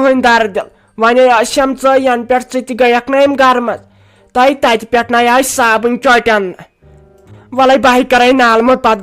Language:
Kashmiri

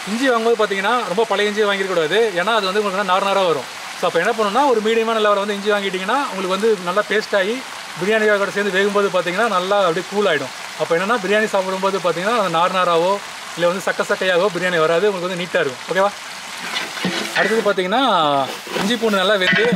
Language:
Tamil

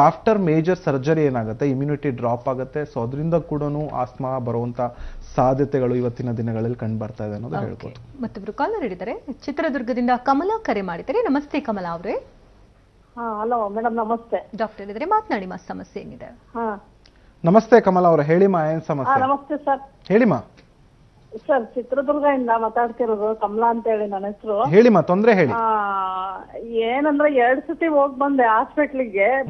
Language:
Kannada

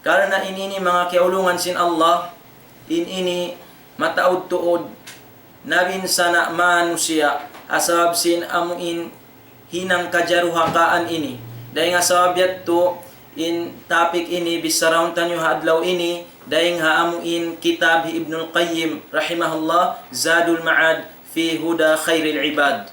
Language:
Tausug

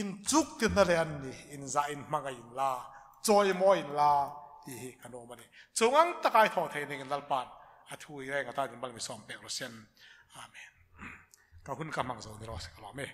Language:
Hmar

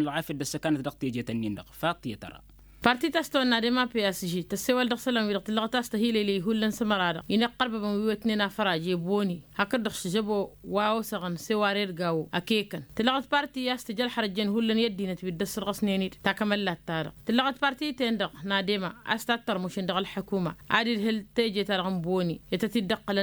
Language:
Tamasheq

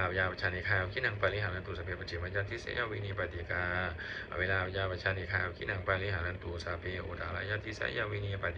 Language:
Pali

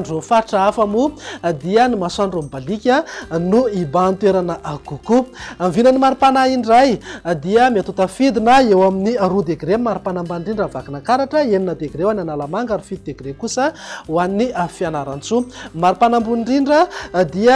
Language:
Malagasy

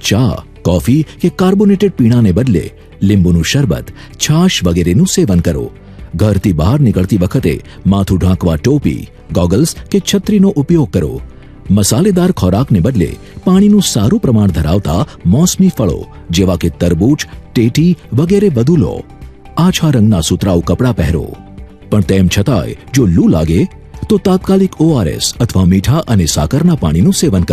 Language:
Gujarati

